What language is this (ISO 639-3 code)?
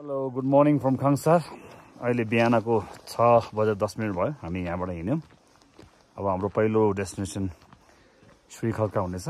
nep